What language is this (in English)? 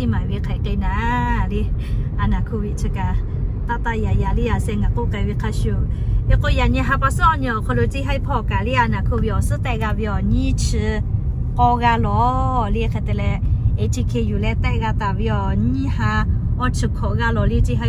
Lahu